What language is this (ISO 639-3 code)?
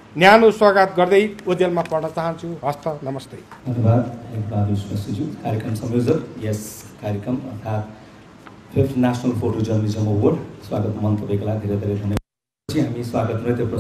nep